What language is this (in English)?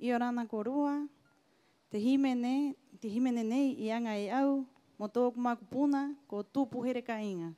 Rapanui